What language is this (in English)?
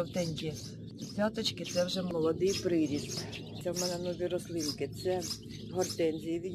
Ukrainian